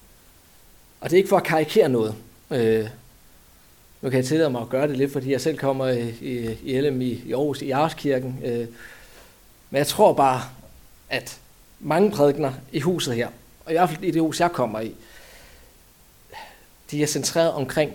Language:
Danish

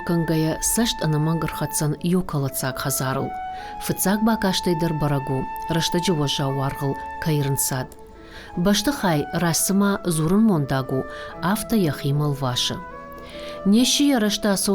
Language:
Ossetic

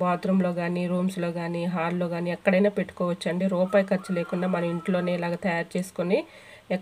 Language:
Telugu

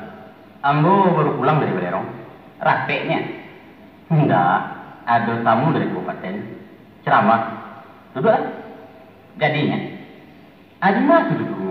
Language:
Minangkabau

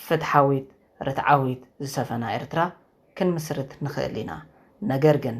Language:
Tigrinya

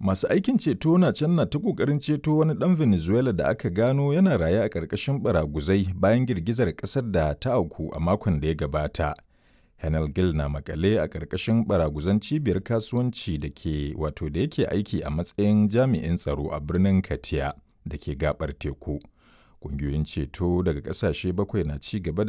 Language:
Hausa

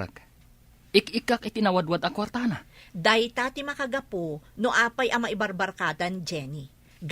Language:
Iloko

